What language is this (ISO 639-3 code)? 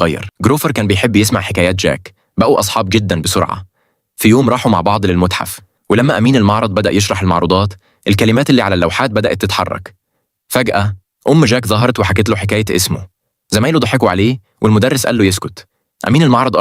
arz